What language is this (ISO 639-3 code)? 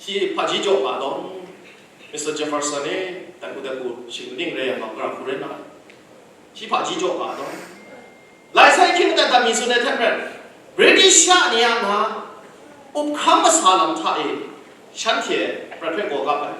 kac